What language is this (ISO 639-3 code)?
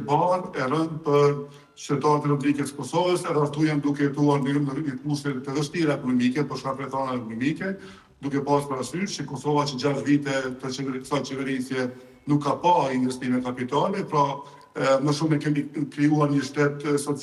sqi